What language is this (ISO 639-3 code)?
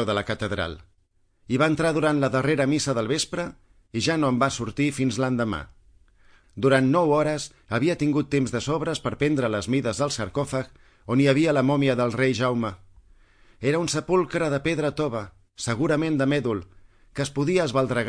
cat